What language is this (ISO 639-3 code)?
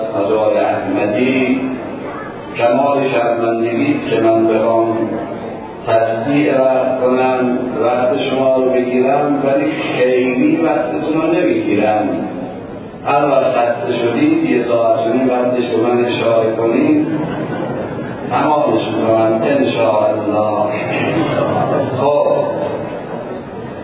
fas